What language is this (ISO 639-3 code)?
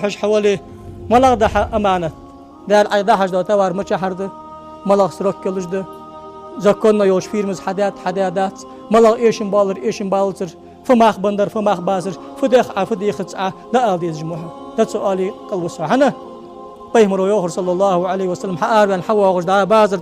inh